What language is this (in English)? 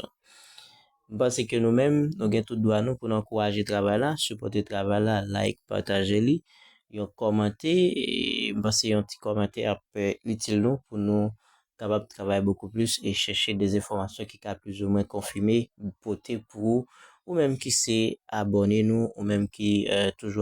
Haitian Creole